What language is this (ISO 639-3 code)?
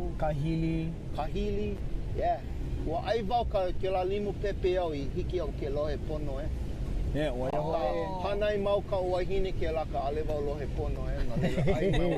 haw